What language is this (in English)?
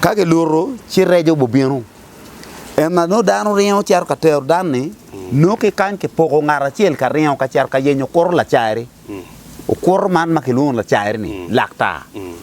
Acoli